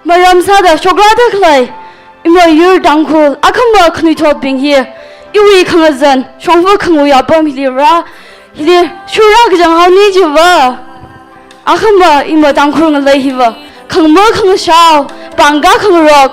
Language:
Tangkhul Naga (India)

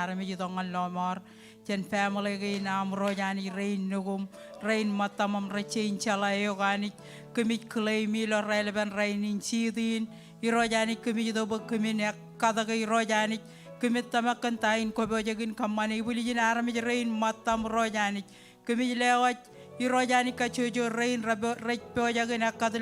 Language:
Marshallese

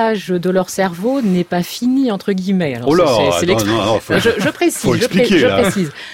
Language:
French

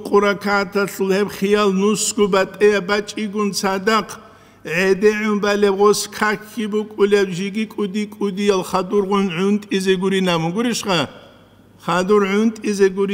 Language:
Avaric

